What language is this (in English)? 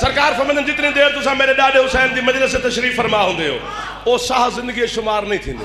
Saraiki